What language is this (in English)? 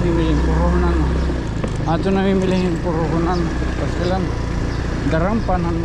Waray